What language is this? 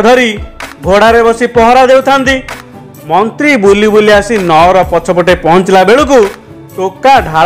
Odia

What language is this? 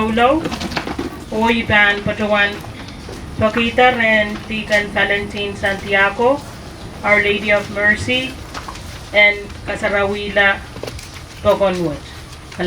Pohnpeian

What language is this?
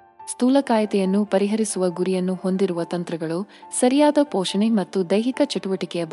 Kannada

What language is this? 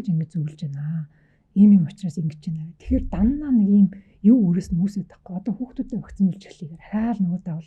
Mongolian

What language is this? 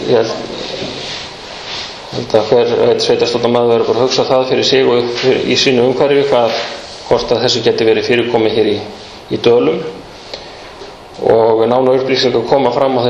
Icelandic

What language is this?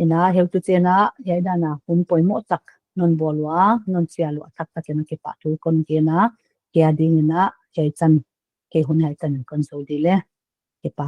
Paite Chin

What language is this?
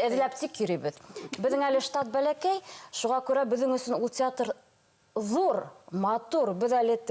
Bashkir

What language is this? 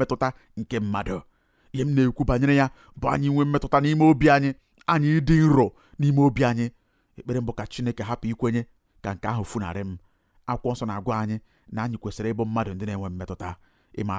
Igbo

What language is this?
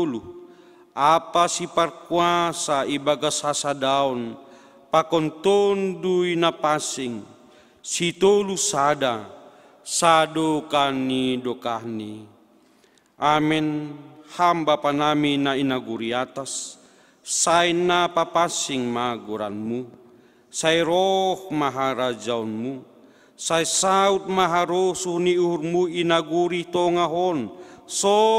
Batak Simalungun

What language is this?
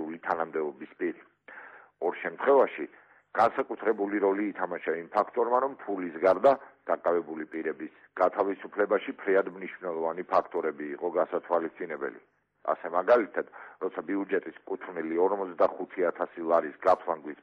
Georgian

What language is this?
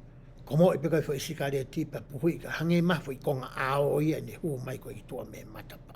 Tongan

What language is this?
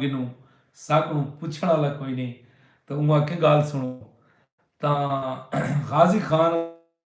Saraiki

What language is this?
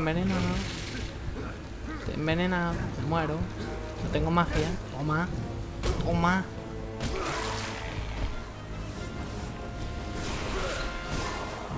Spanish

